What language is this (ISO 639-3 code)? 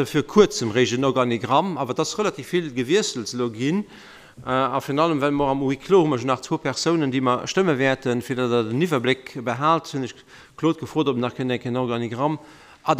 ltz